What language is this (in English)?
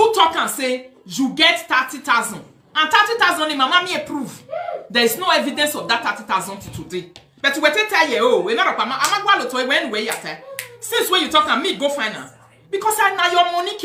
Nigerian Pidgin